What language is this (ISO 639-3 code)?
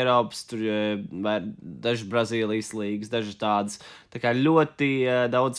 lav